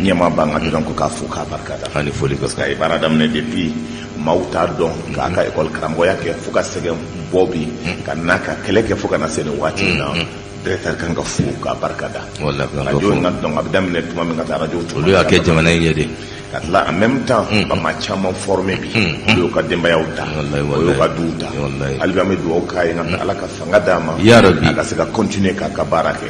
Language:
Bambara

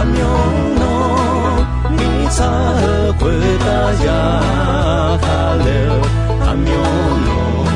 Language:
Akha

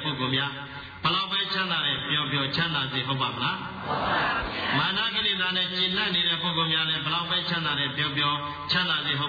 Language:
Burmese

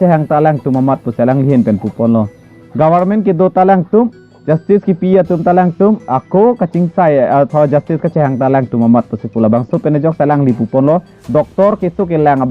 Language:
Karbi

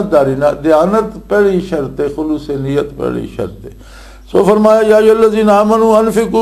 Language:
Western Panjabi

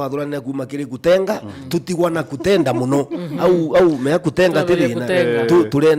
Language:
Meru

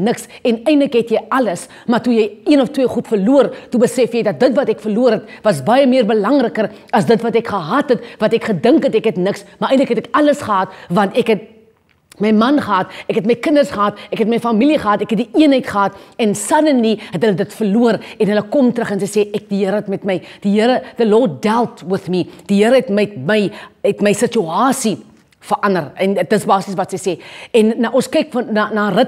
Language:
Afrikaans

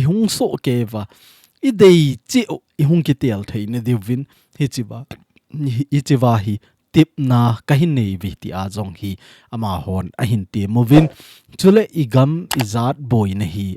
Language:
Thado Chin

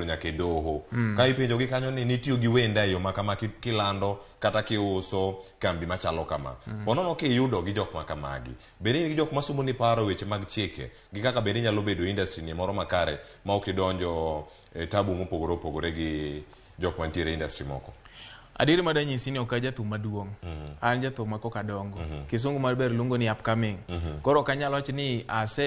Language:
Luo (Kenya and Tanzania)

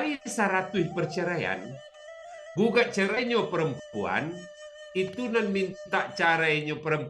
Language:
Minangkabau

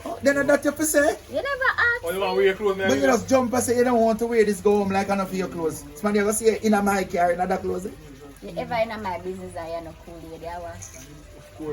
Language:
Jamaican Creole English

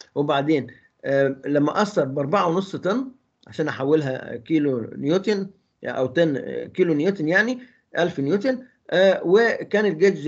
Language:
Egyptian Arabic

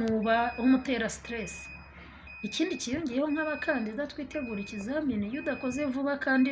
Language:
Kinyarwanda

